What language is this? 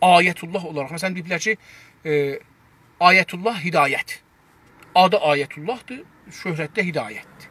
South Azerbaijani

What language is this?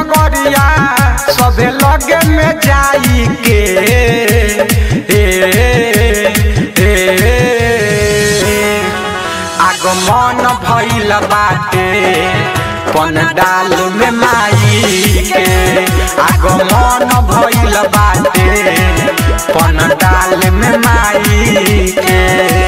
Bhojpuri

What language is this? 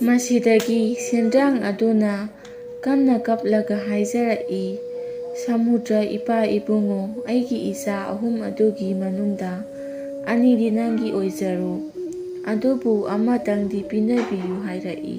Manipuri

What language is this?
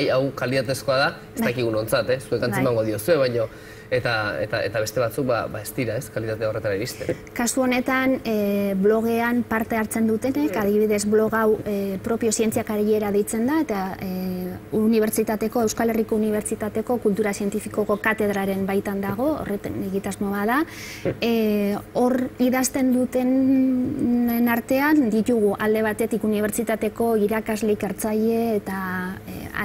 Basque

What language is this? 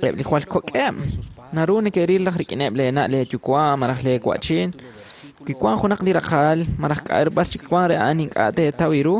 Kekchí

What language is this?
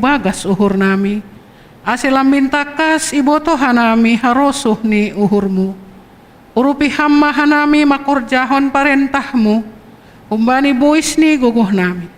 Batak Simalungun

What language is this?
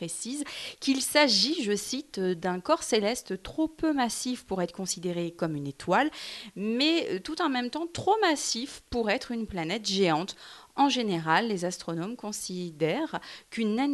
French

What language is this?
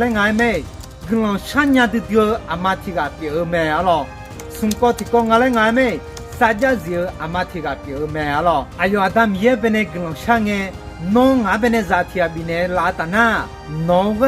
Akha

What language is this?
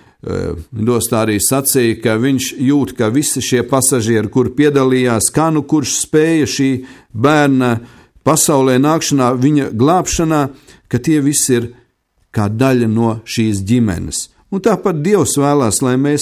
Latvian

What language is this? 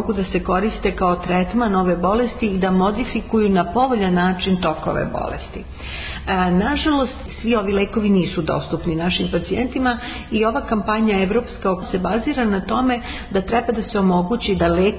Serbian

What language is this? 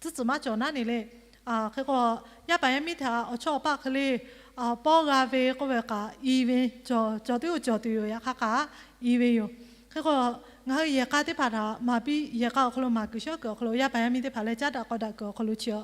Lahu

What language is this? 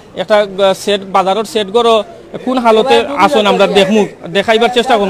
Sylheti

